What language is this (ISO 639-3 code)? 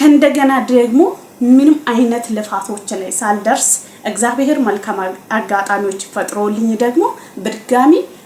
amh